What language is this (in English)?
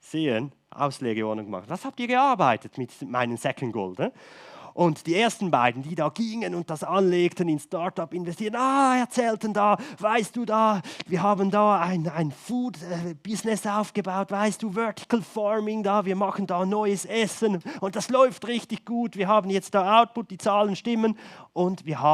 Swiss German